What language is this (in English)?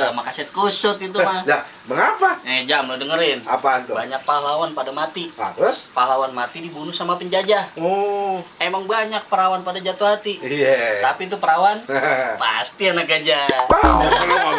Betawi